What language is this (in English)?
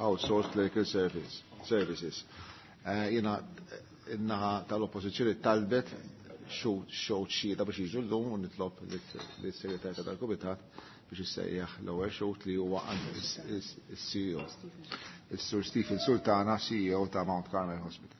Maltese